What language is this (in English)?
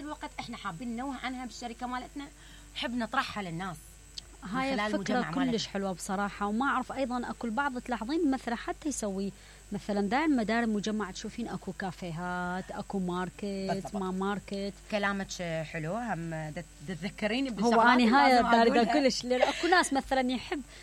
Mesopotamian Arabic